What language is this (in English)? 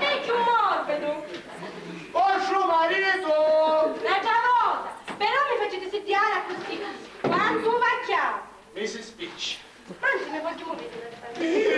Sicilian